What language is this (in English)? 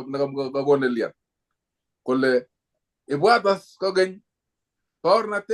Kalenjin